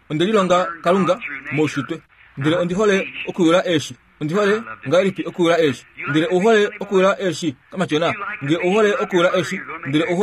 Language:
Kuanyama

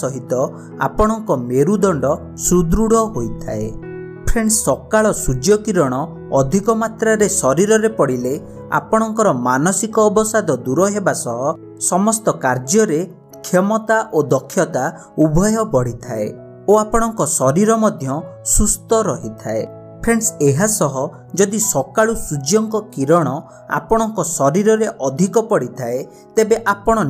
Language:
Odia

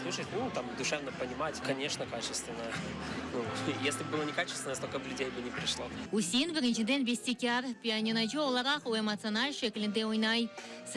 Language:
Crimean Tatar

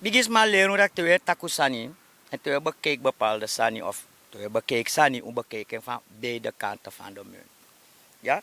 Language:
Sranan Tongo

